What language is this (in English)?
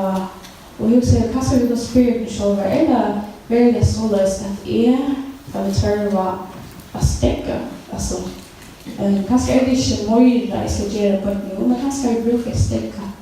Faroese